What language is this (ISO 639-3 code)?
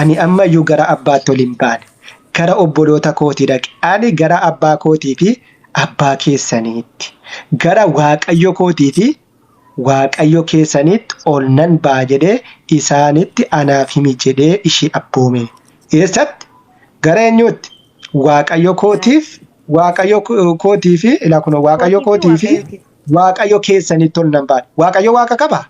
orm